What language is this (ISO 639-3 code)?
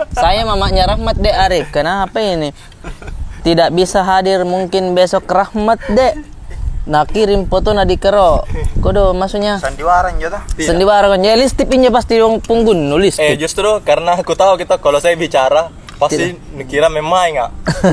mfp